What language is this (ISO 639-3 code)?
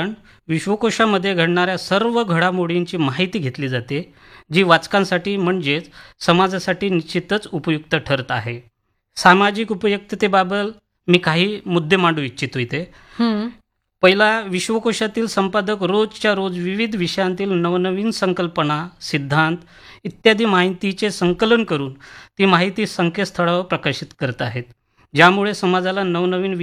mar